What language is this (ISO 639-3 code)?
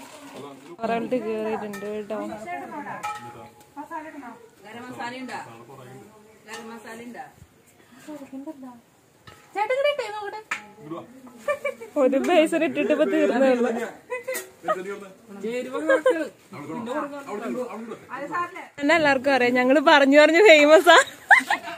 mal